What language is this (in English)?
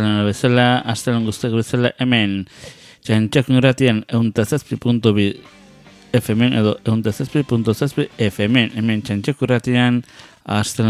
Basque